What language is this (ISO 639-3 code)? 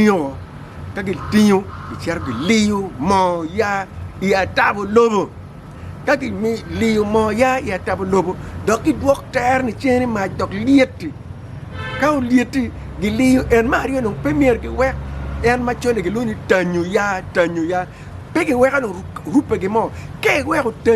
ach